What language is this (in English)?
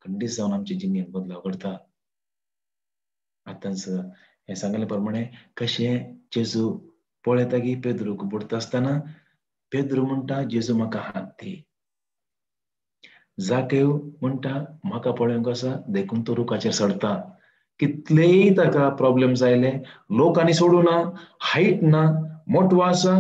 Konkani